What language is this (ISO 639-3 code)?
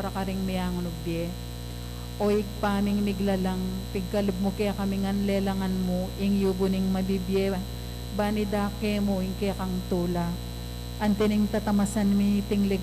pam